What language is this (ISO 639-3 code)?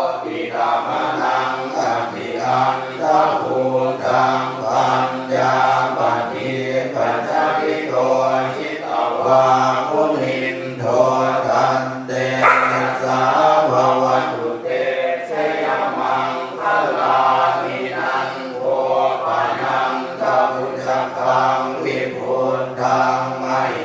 pli